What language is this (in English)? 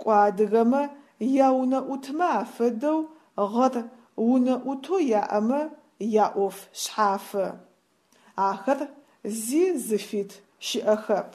Adyghe